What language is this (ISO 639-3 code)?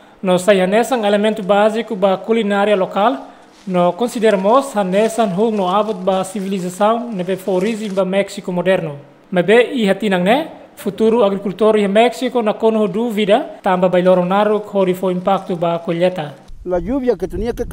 tet